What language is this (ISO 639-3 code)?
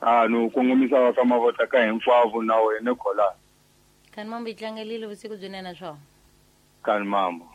tso